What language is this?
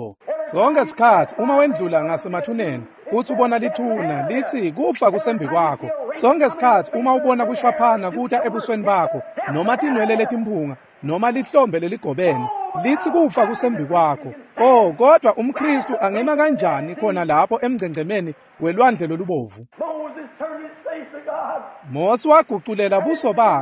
Swati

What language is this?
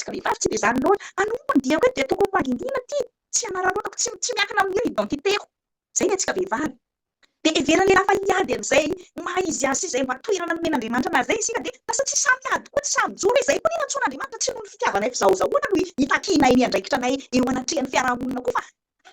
Malagasy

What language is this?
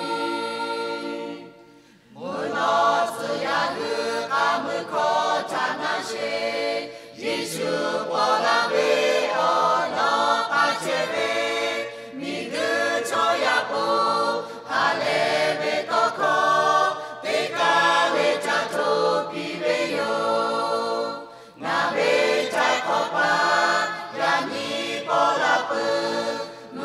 Lahu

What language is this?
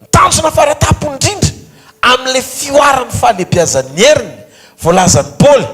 Malagasy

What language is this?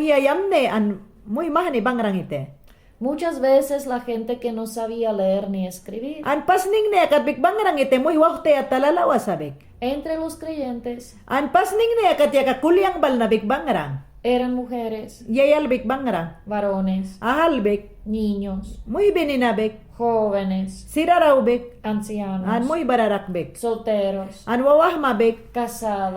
Mayangna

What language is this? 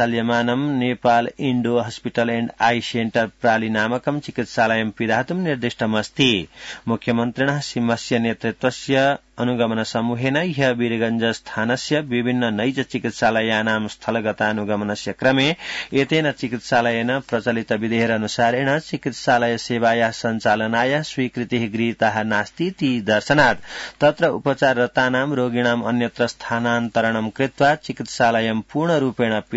Sanskrit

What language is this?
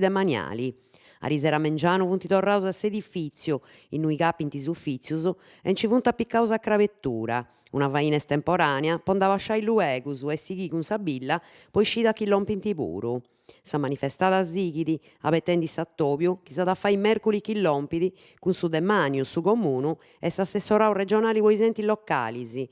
Sardinian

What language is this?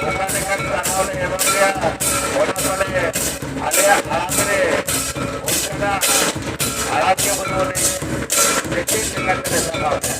Santali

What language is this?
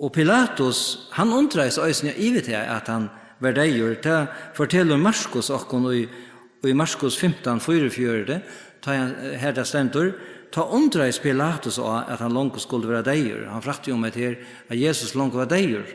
Faroese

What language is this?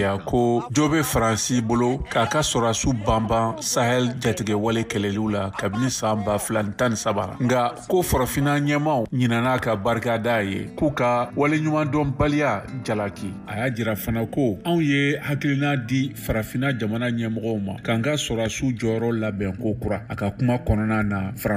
Bambara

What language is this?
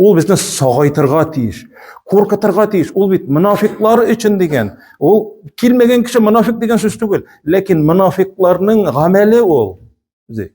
Tatar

